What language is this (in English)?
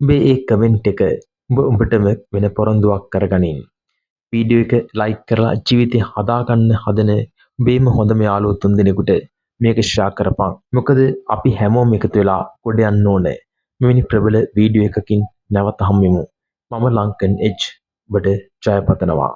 Sinhala